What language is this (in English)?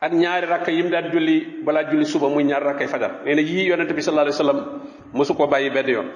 Wolof